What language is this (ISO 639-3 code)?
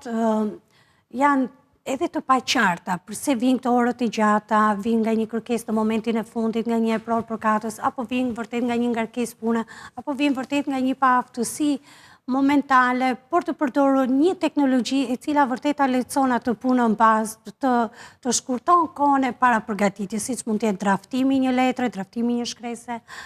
sqi